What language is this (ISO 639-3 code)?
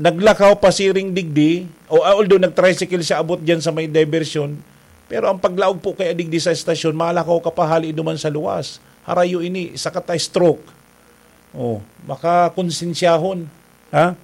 bik